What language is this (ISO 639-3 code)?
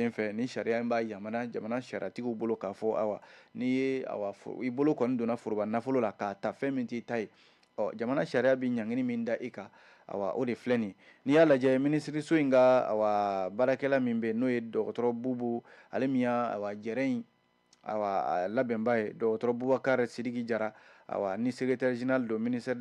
bam